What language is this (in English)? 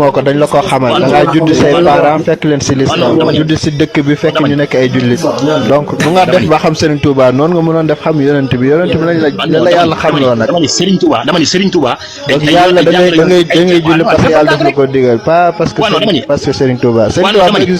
Wolof